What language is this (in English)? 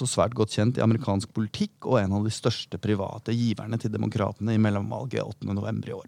Norwegian